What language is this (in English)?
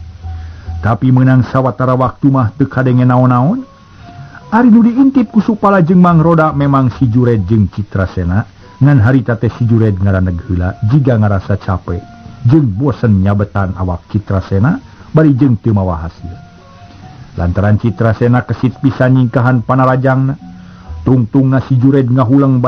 Sundanese